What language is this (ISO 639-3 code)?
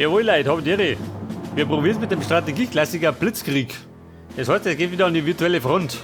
bar